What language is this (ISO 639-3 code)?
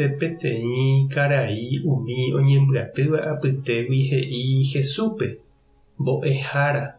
grn